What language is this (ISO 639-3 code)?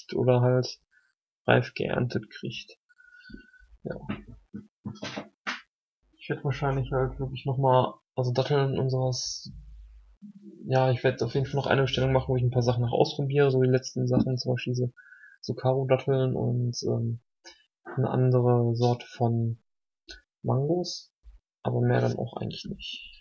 deu